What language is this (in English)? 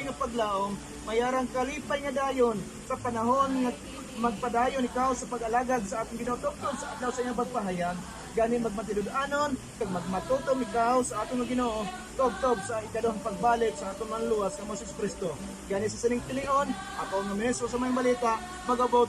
Hiligaynon